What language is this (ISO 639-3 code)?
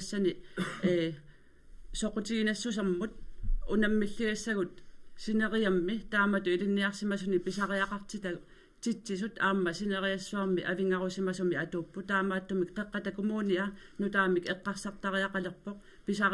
kal